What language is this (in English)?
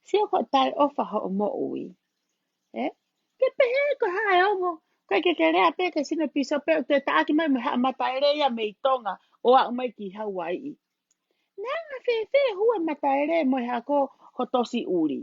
Tongan